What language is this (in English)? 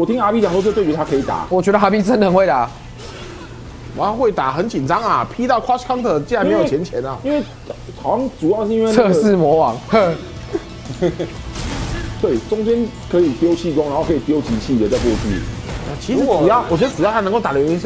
Chinese